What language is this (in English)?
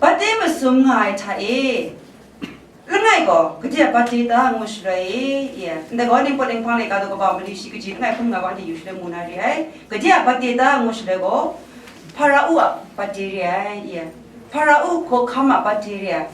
Kachin